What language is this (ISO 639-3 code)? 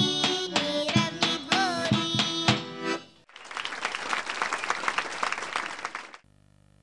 bul